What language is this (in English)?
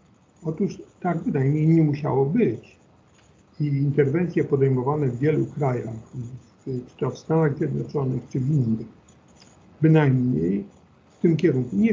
Polish